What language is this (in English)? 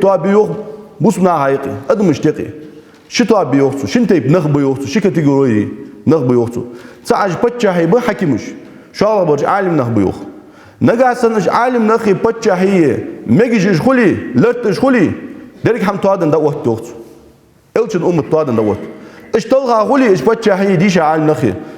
Ingush